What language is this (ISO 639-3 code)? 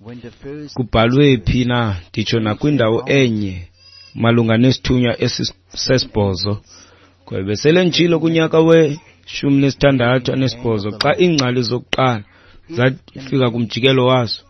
xho